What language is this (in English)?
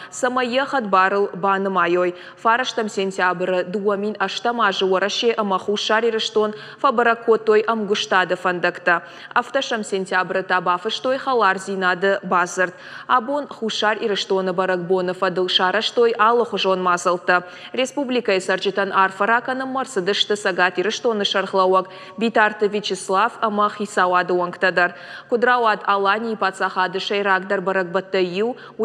Ossetic